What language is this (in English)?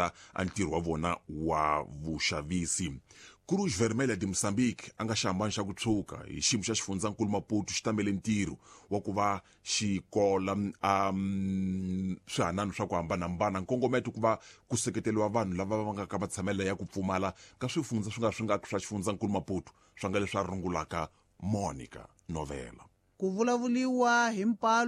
Tsonga